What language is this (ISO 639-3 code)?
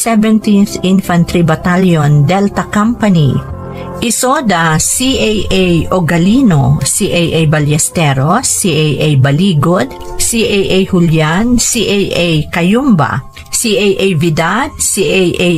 ilo